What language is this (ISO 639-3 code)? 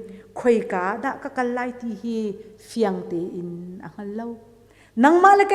cnh